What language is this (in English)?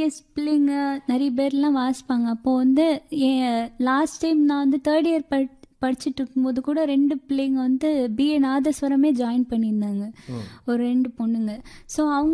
Tamil